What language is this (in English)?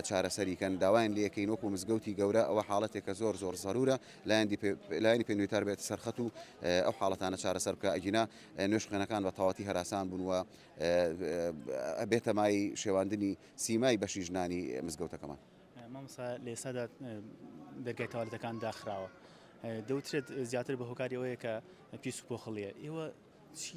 Central Kurdish